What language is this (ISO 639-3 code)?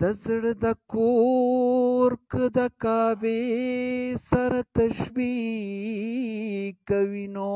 pus